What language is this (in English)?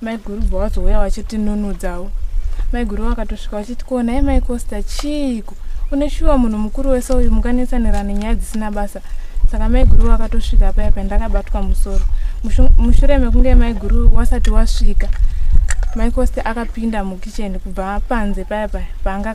Shona